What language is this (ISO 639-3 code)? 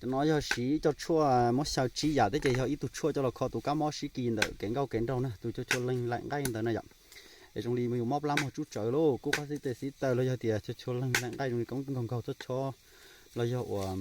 hmn